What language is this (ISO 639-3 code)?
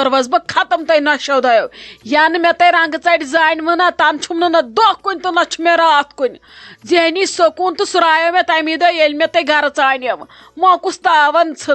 kas